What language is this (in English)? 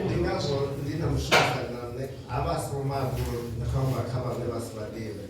Venda